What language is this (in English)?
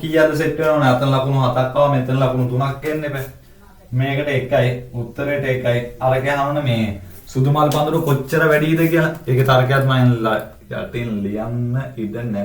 Sinhala